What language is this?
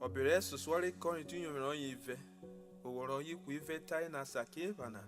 Urhobo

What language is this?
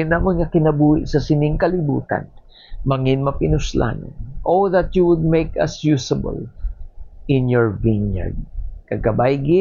Hiligaynon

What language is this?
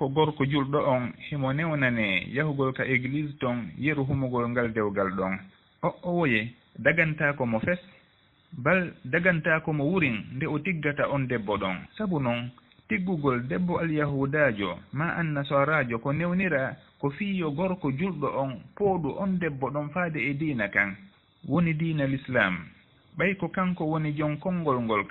Fula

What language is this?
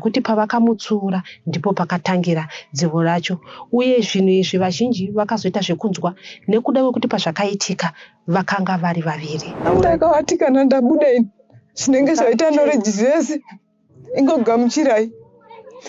Shona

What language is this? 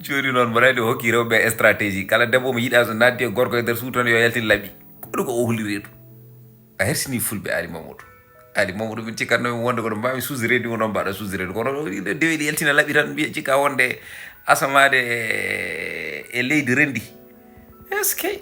Fula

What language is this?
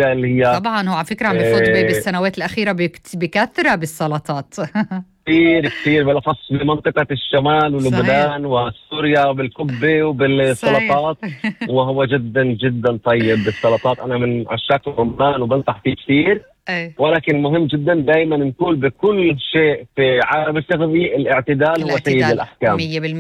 North Levantine Arabic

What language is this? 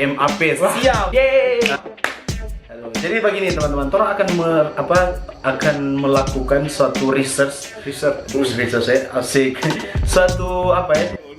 Manado Malay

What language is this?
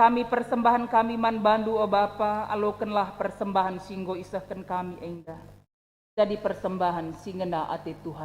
Batak Karo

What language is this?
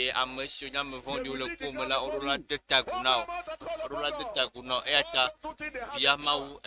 Ewe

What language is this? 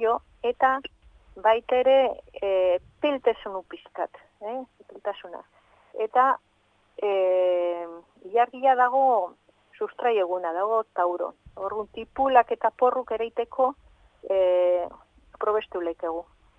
Basque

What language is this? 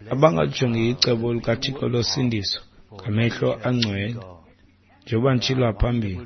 Xhosa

